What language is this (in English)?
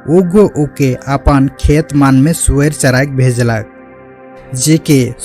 Sadri